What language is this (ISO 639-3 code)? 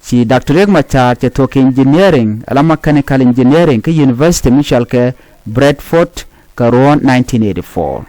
nus